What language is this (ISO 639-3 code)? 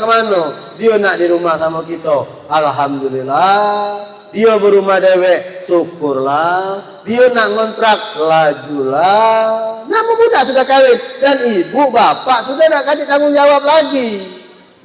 mui